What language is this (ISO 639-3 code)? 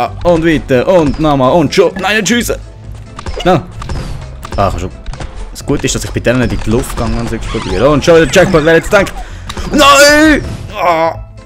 gsw